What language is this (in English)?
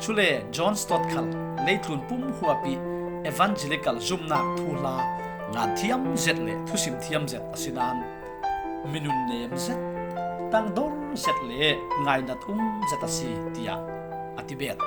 Falam Chin